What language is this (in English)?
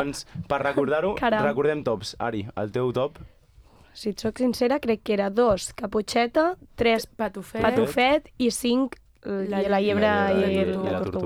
Catalan